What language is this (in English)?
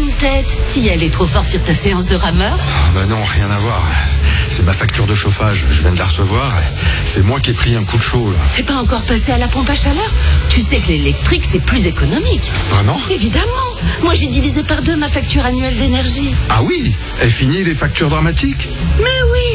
French